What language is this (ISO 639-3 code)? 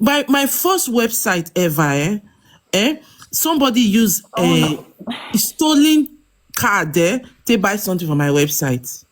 pcm